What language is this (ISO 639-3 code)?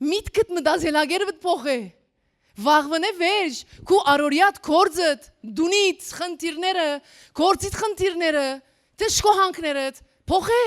hyw